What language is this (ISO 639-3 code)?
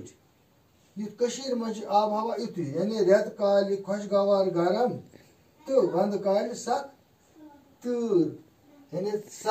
kas